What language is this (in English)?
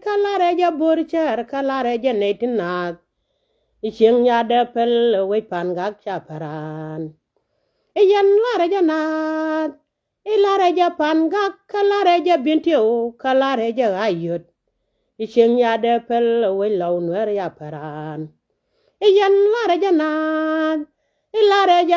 Nuer